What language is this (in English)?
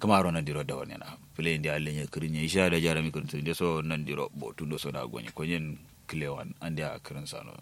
Kanuri